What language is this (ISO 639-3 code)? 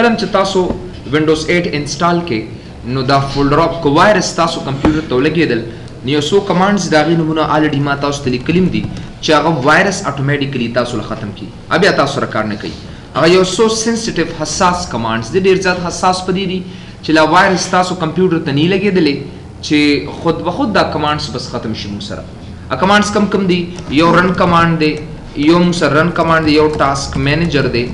pus